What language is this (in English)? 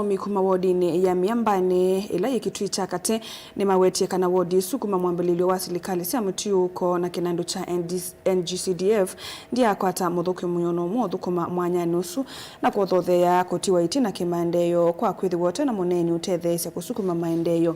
Kamba